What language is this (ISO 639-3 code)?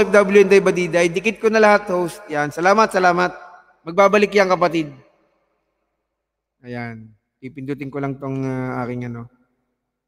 fil